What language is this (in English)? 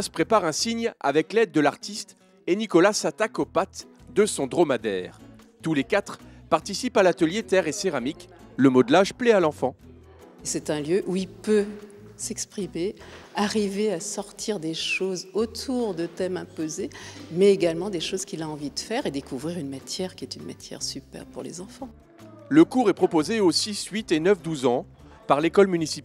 French